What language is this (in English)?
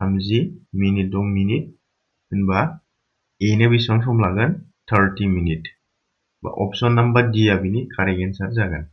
Bodo